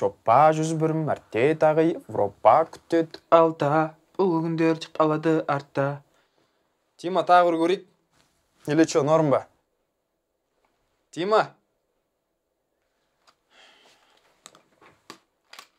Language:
Kazakh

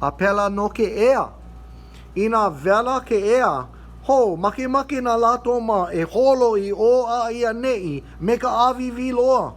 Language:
Hawaiian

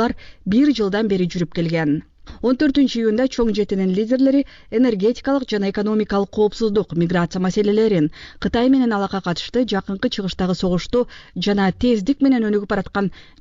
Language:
Kyrgyz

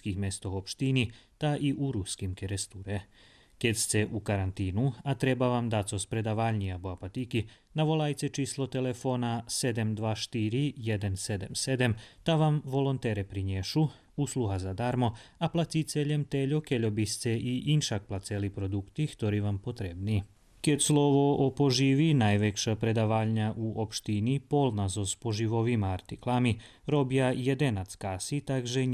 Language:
Rusyn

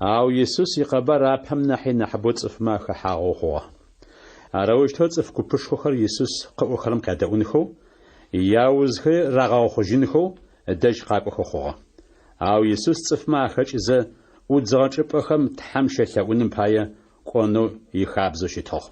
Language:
Adyghe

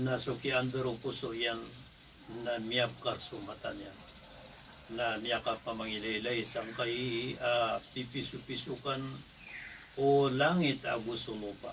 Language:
Maranao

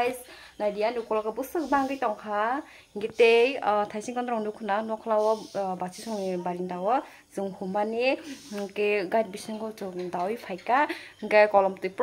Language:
Kok Borok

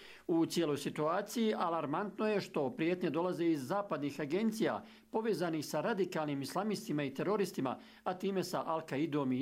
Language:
Croatian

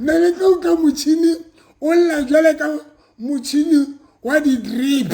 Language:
Southern Sotho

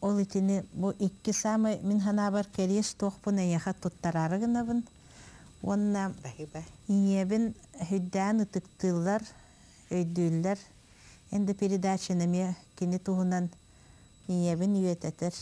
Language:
Yakut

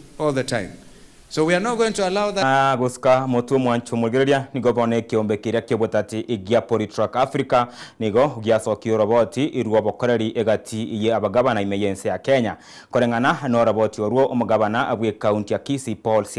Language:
Gusii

